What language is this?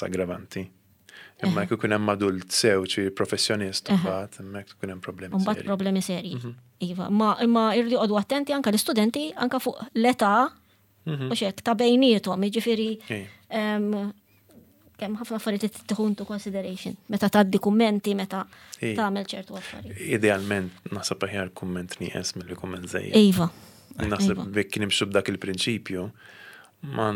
Maltese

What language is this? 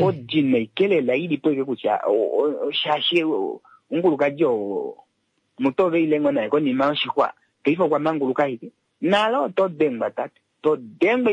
Swahili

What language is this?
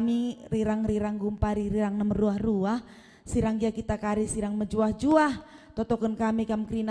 Batak Karo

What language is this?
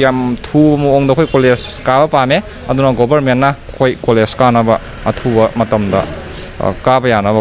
Manipuri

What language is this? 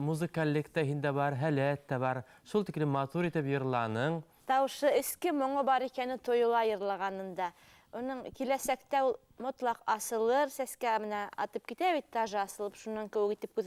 Bashkir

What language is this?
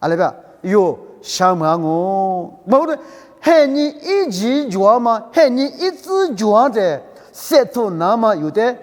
Lisu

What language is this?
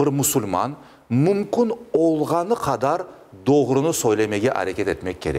Crimean Tatar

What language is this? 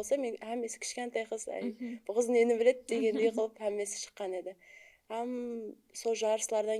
Kara-Kalpak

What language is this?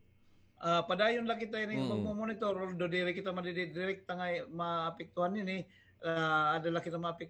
Waray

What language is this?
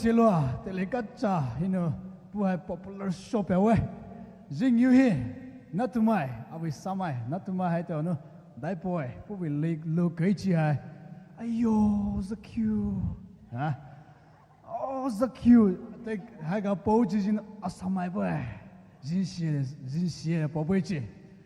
Poumei Naga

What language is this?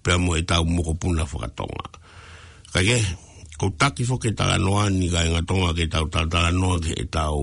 Tongan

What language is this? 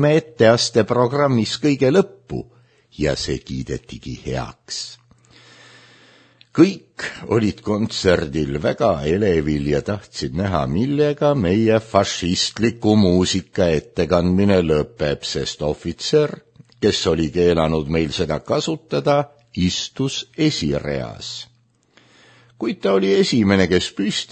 Estonian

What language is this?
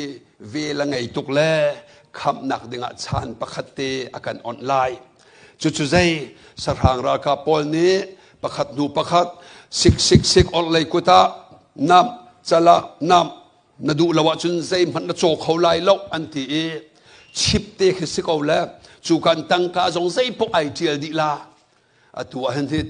Hakha Chin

